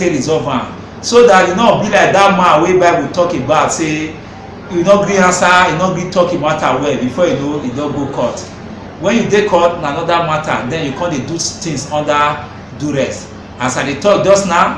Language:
Nigerian Pidgin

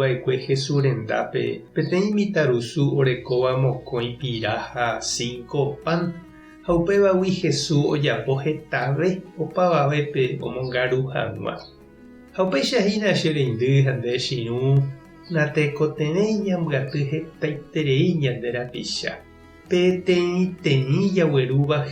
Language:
Guarani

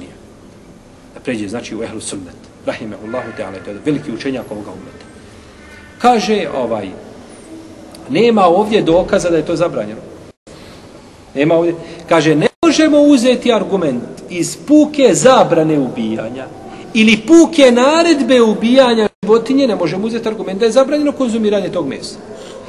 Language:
Bosnian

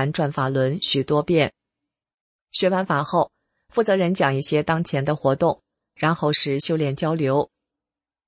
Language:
Chinese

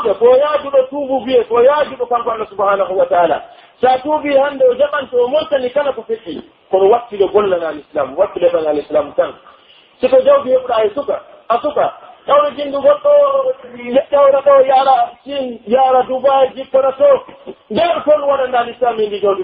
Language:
Pular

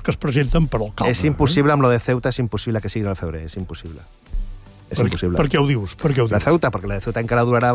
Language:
Catalan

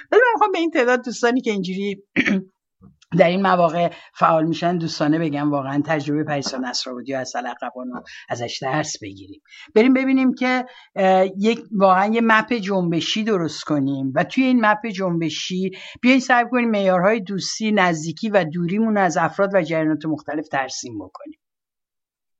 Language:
Persian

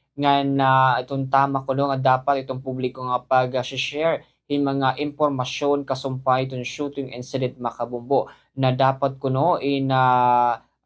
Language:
Waray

